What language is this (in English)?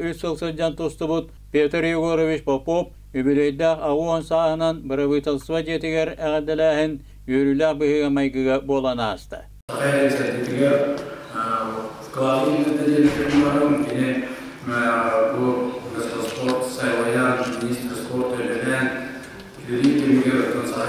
Yakut